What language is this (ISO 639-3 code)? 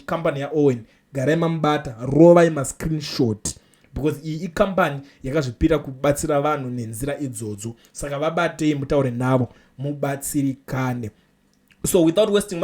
sna